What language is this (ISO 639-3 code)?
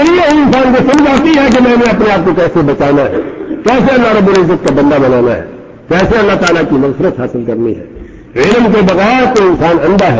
urd